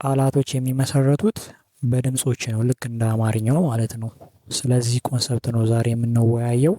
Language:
Amharic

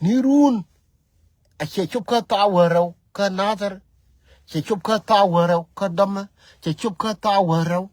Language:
Nuer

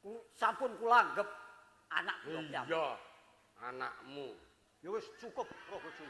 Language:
Javanese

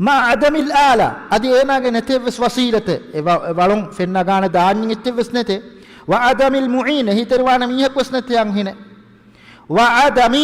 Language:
Divehi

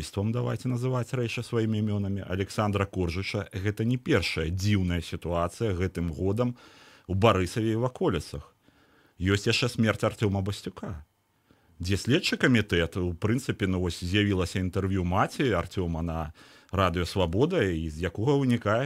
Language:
Belarusian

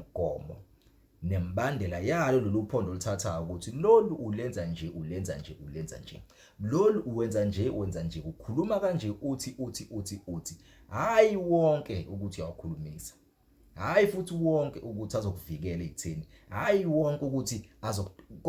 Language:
Zulu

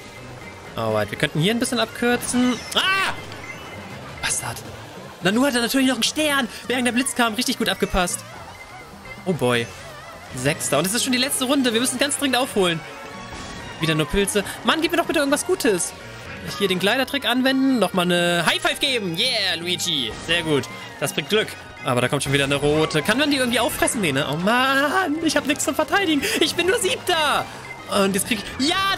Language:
German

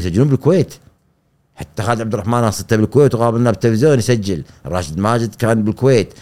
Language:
Gulf Arabic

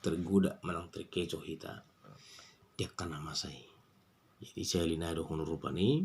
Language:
Batak Toba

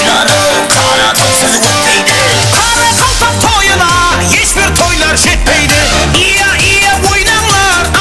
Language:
Kara-Kalpak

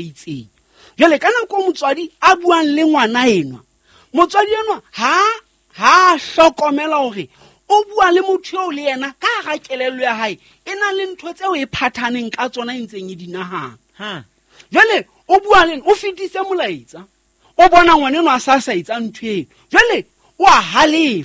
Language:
Southern Sotho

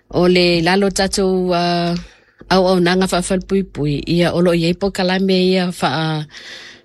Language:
Samoan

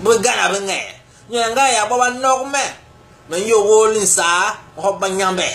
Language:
Basaa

